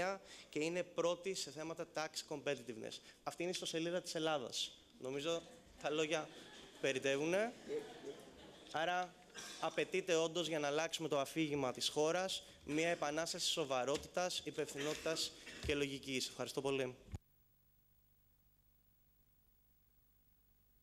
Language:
Greek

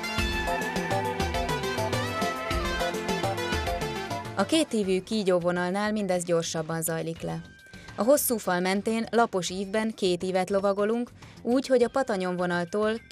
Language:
Hungarian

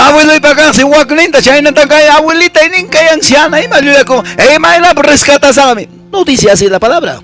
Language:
Quechua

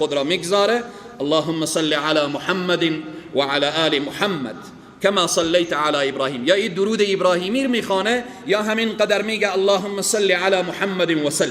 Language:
Persian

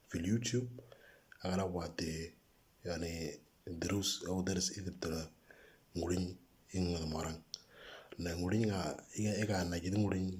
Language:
Moro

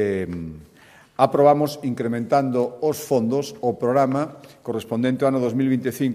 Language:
Galician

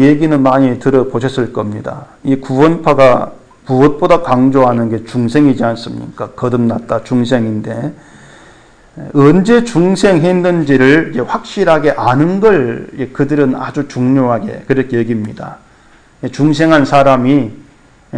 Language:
Korean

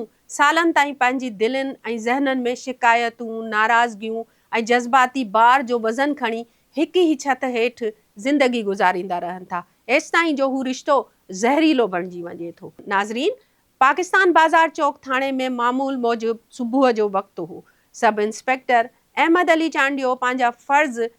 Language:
Sindhi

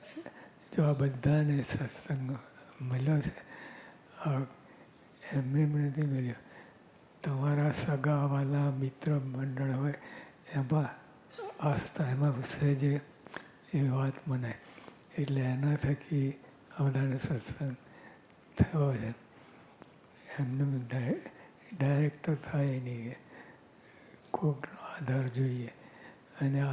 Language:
Gujarati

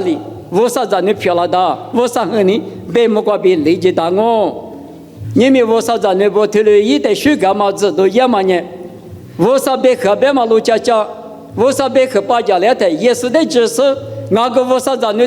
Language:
Lisu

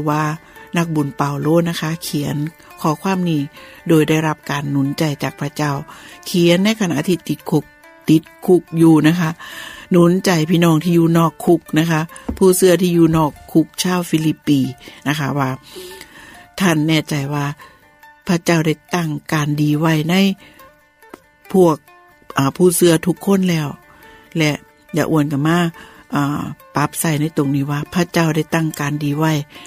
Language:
Thai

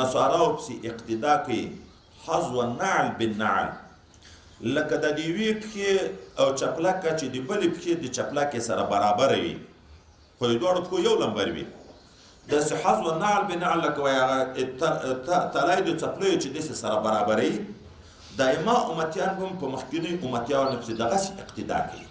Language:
Pashto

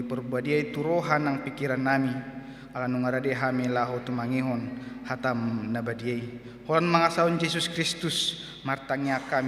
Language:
Batak Toba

